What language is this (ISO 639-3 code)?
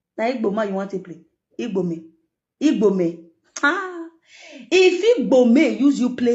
pcm